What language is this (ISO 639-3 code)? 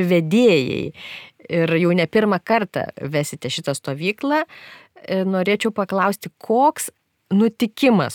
lit